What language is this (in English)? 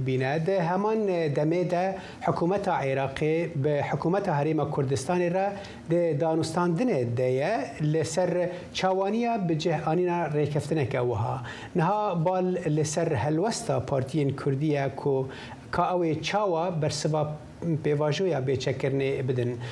Kurdish